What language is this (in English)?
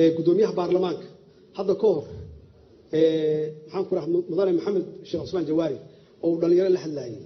Somali